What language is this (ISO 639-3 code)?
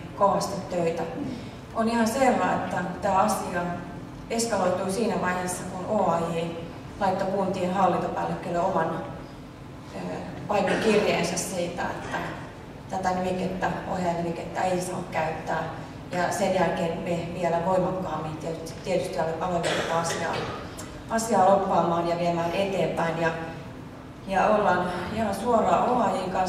fin